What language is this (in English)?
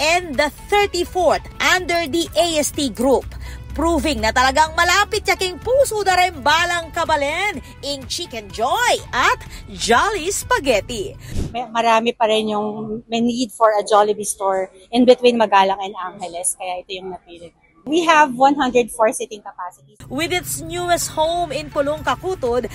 Pampanga